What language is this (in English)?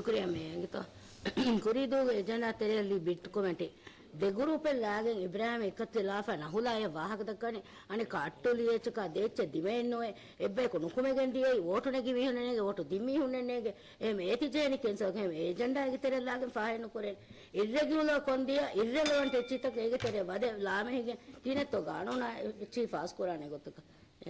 Divehi